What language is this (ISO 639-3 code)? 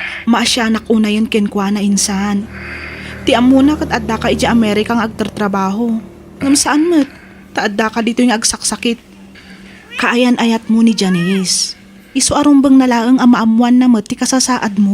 ilo